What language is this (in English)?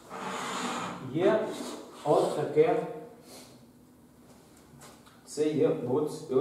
Ukrainian